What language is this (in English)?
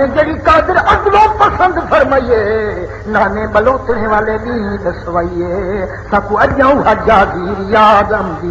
Saraiki